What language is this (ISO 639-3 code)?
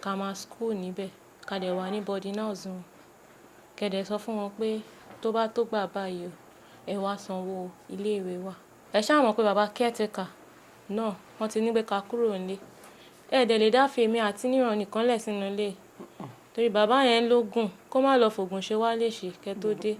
yor